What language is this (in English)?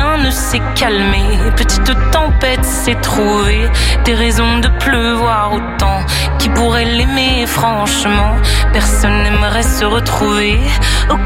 French